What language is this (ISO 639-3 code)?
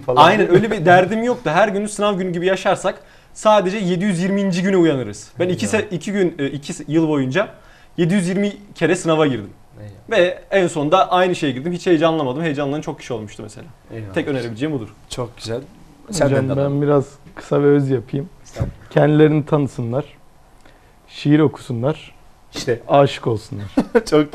tur